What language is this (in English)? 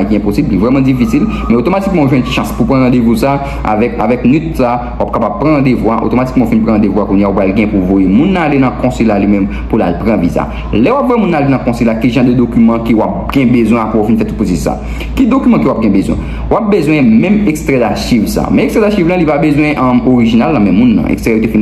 Haitian Creole